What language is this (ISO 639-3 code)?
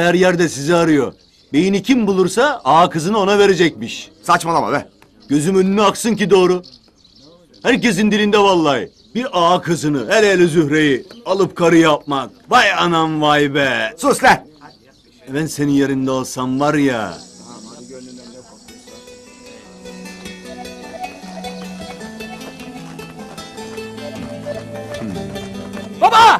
tur